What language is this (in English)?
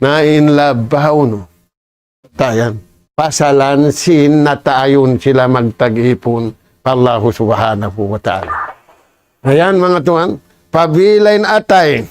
Tausug